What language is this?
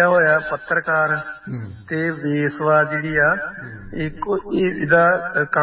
Punjabi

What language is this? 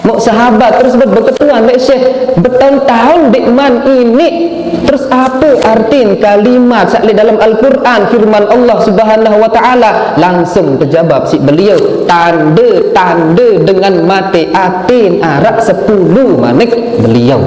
Sasak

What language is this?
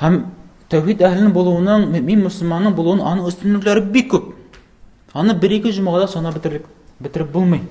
Tatar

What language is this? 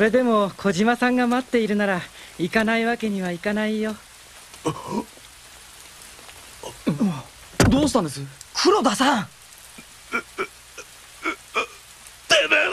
Japanese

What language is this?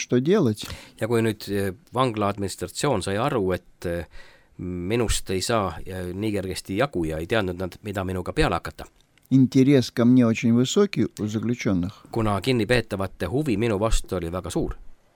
Estonian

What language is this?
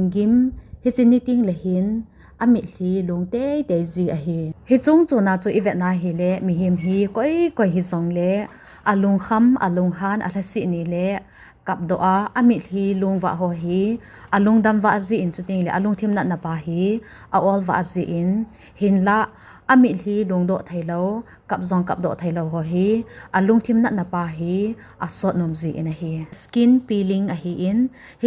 Thado Chin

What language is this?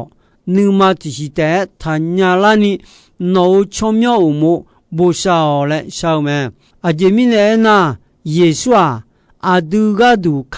Akha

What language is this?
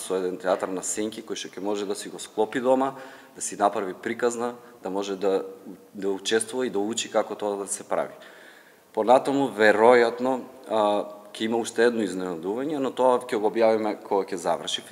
Macedonian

